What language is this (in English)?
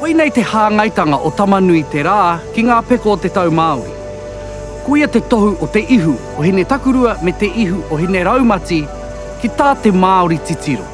Māori